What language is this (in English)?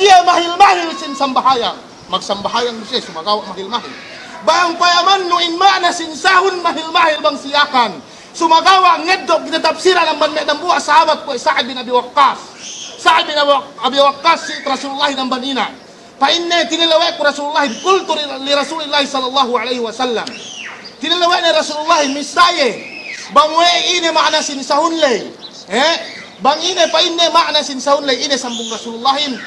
Yakan